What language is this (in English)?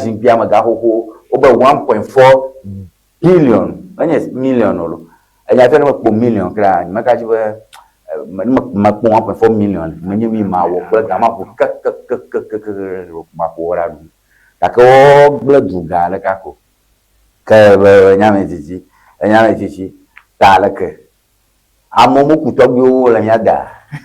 Ewe